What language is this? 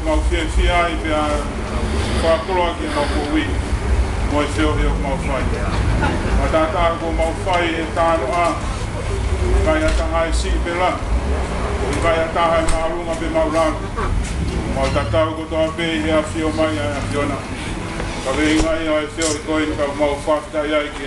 Tongan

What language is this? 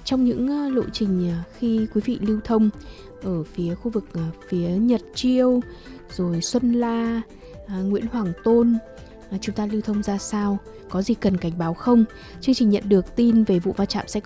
Vietnamese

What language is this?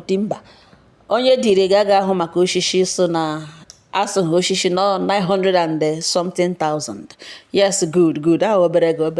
Igbo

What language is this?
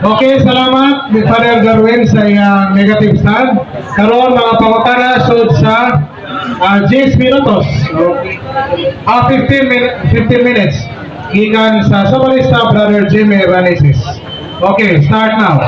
Cebuano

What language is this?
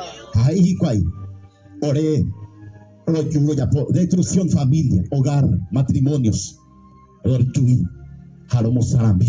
Guarani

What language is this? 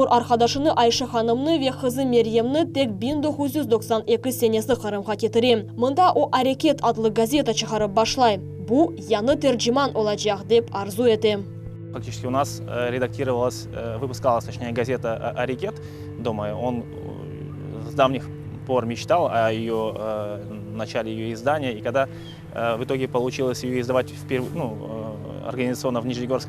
Crimean Tatar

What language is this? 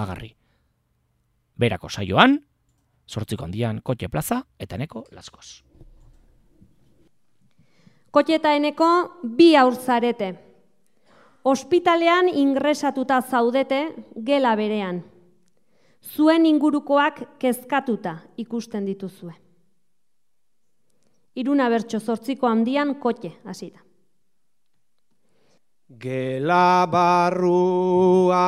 Basque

